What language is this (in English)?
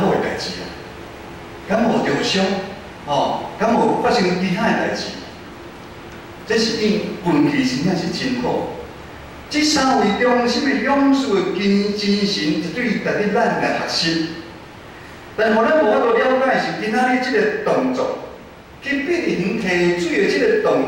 Min Nan Chinese